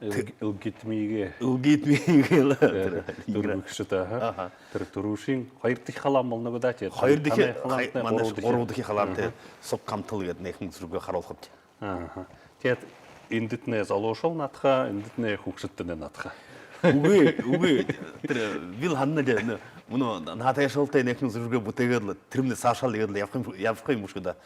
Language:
Buriat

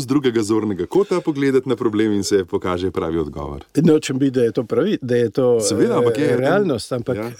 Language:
Slovenian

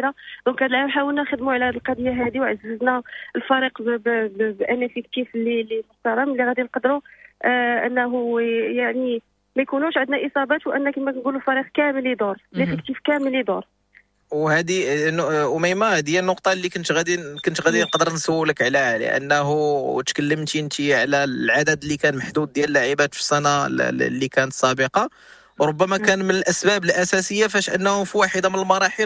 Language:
Moroccan Arabic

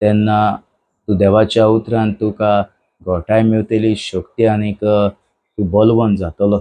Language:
Konkani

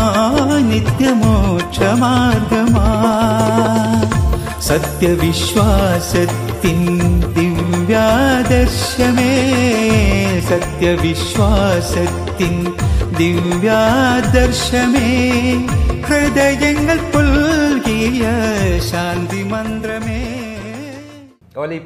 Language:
Malayalam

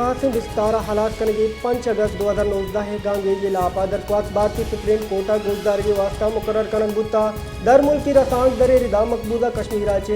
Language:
Baluchi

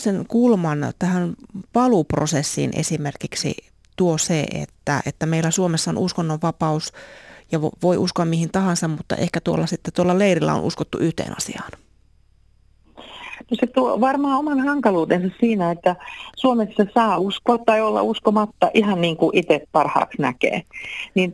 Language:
Finnish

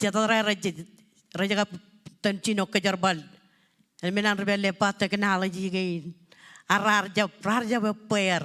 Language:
Marshallese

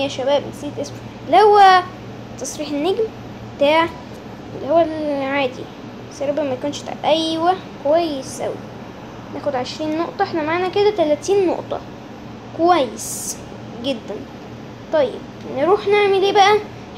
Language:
Egyptian Arabic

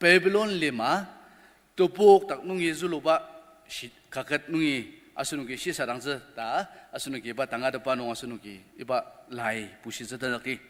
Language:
Ao Naga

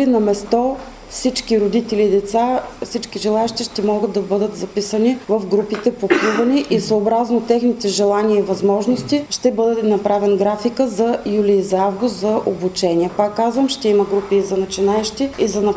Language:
Bulgarian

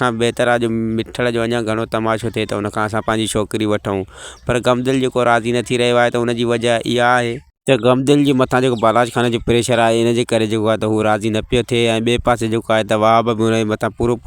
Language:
Sindhi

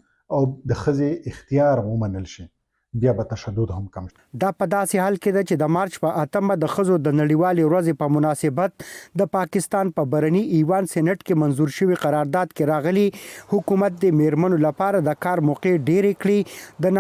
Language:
Pashto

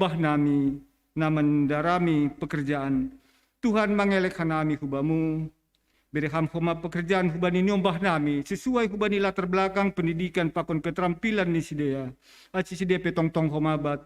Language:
Batak Simalungun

